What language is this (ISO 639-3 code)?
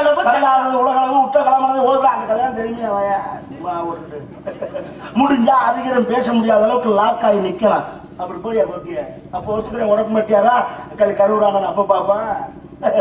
tam